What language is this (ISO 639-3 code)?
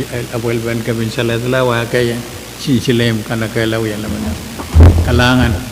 pon